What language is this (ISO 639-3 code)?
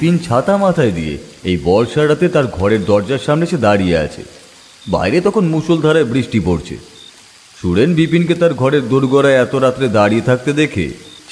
ben